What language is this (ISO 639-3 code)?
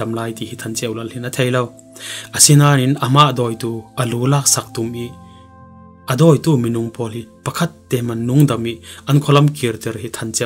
cfm